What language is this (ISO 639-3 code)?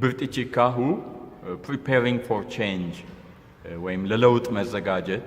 sid